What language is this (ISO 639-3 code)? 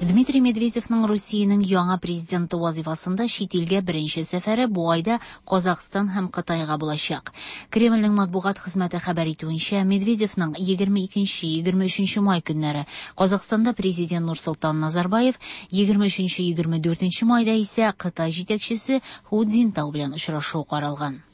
tat